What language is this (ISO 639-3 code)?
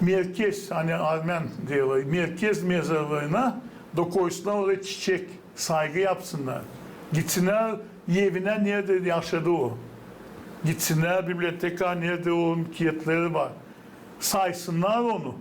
gag